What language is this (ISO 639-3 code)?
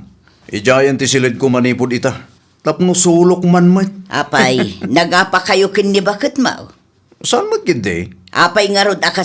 ilo